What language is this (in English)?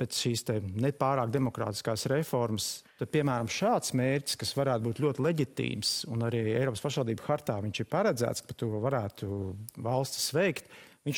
Latvian